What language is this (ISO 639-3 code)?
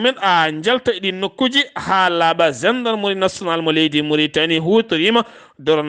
ful